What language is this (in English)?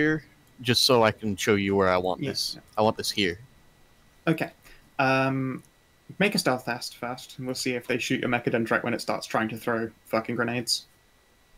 English